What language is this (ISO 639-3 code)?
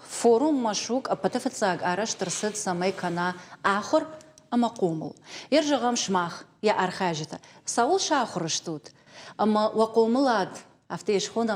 oss